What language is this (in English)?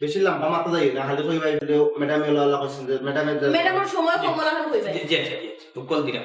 Sylheti